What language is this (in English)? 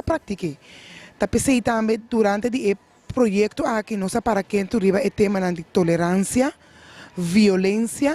Papiamento